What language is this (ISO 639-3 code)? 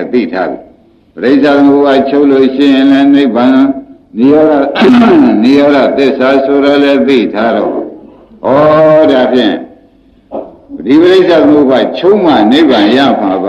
mya